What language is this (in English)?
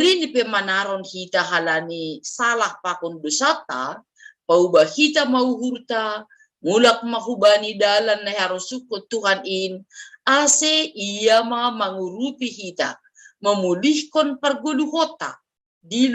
Batak Simalungun